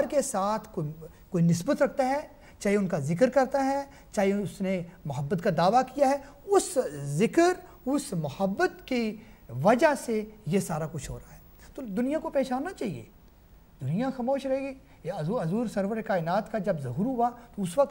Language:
Urdu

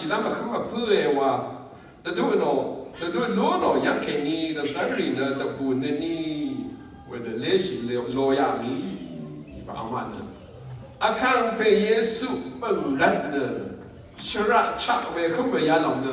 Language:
Rawang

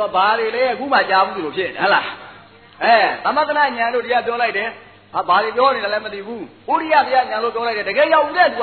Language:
Burmese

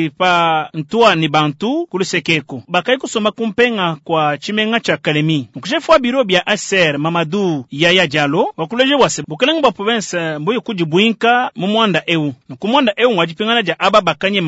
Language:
Luba-Lulua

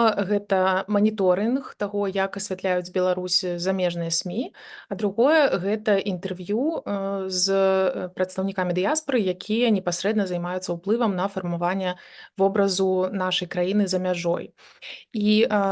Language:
Belarusian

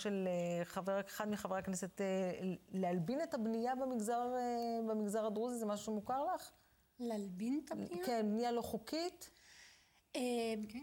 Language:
Hebrew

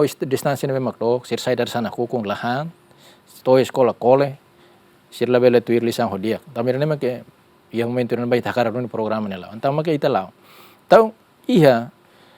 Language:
Tetum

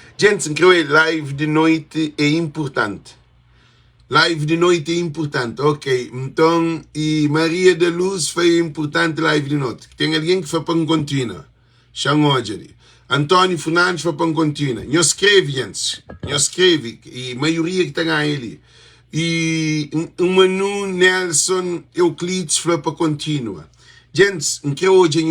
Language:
Kabuverdianu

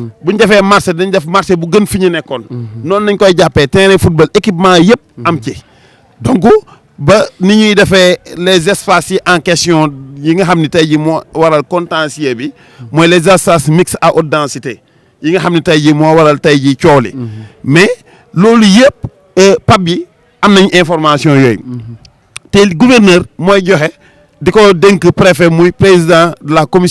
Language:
Wolof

